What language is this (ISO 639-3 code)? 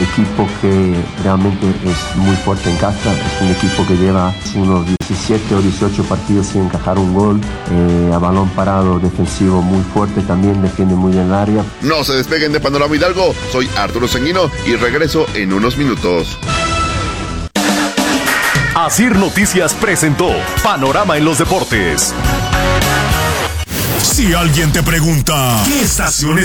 spa